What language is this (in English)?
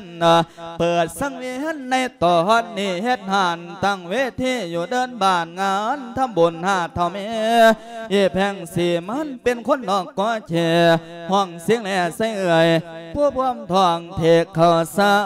Lao